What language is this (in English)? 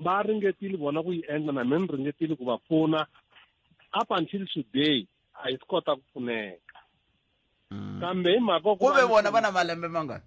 Tsonga